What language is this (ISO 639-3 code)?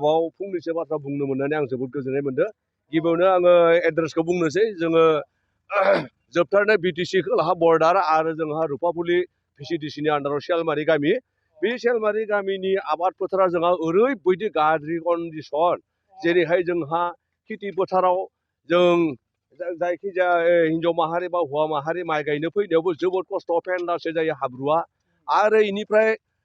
brx